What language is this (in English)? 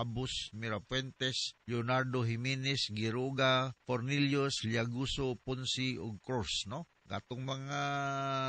Cebuano